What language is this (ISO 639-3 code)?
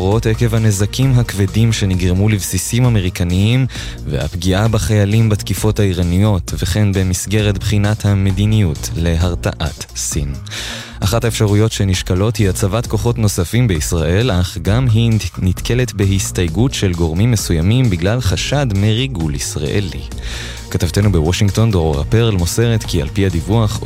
heb